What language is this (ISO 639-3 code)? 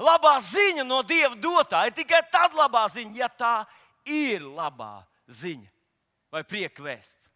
lav